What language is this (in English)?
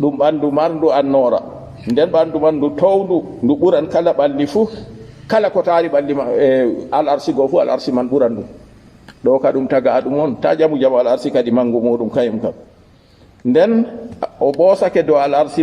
Fula